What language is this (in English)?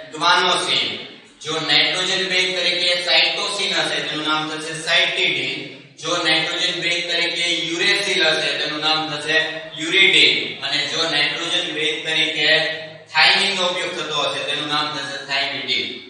Gujarati